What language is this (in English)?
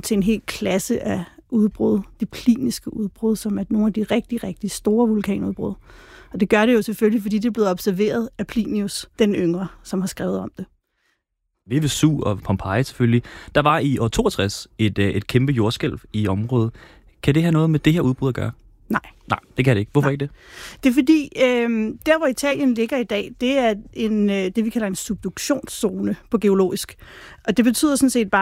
Danish